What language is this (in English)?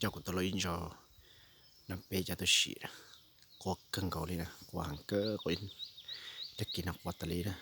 Hmong